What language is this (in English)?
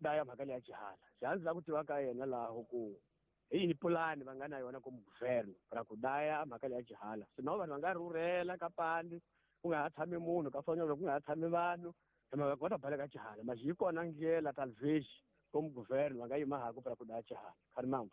Tsonga